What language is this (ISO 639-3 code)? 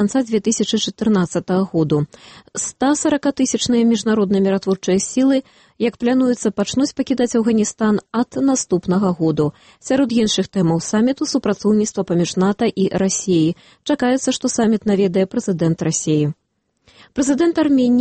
bel